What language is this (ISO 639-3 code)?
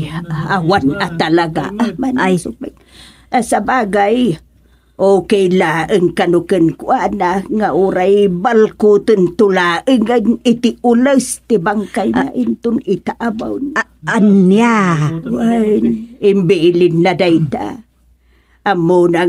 ilo